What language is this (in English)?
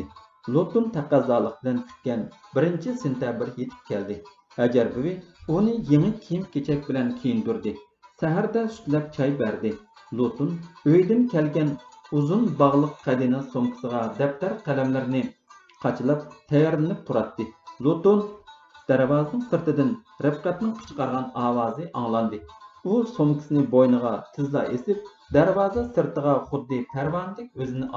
Uyghur